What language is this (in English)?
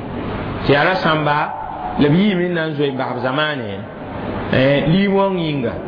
Mossi